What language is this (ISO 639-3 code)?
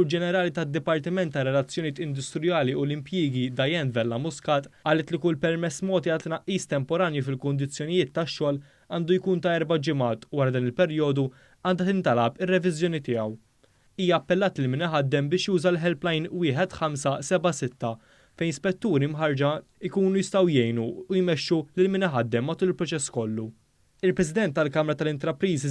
mlt